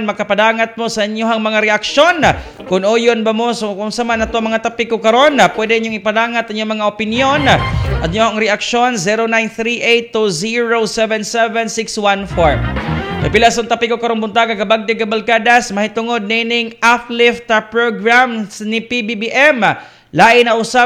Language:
Cebuano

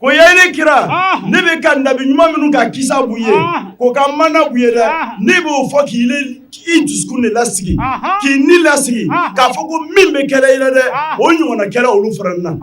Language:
Bambara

